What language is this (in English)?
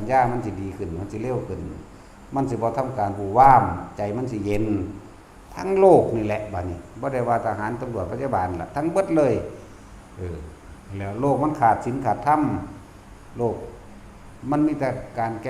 Northeastern Thai